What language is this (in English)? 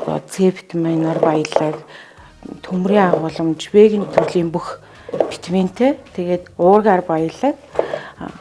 Mongolian